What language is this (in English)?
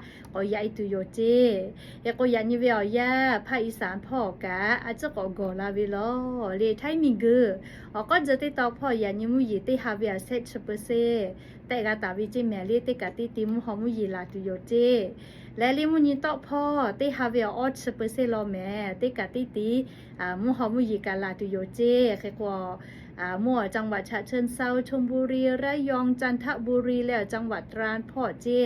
Lahu